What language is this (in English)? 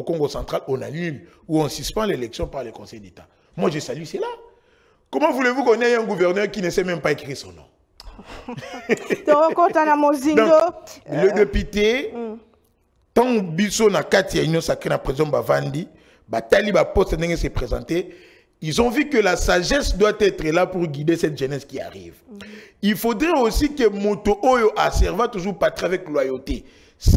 French